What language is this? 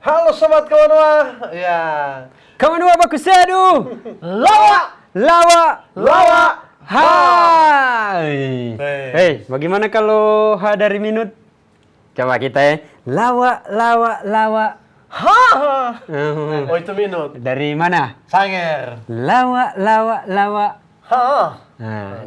Manado Malay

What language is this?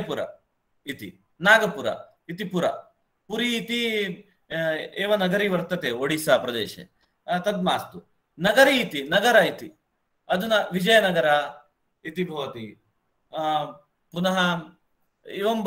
Sanskrit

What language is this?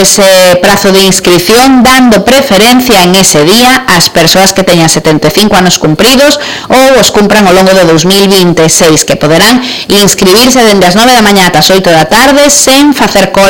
Galician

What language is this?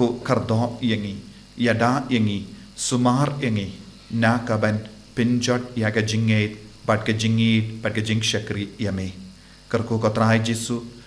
Khasi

